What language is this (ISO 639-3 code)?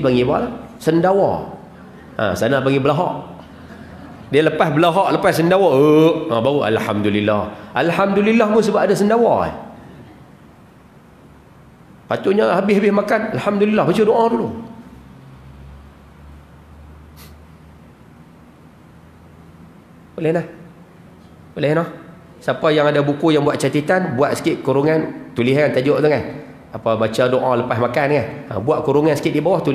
msa